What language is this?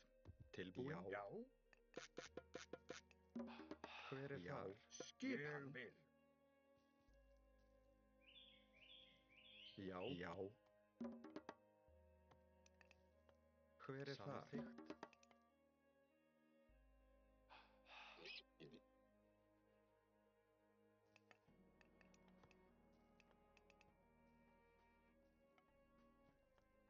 Icelandic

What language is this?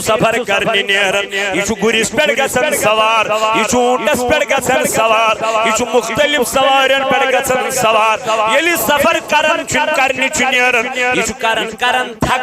Kashmiri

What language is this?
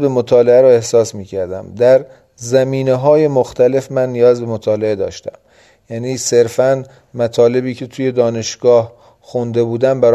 Persian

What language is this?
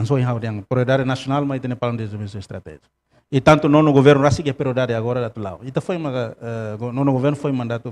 Tetum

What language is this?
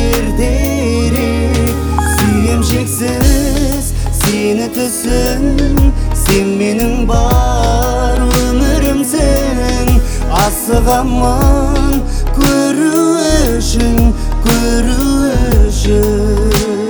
Kazakh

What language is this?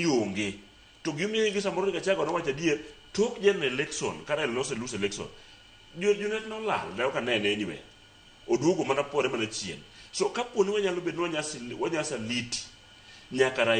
Luo (Kenya and Tanzania)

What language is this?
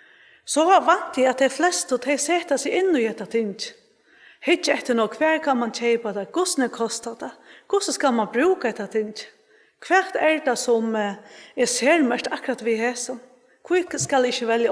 Faroese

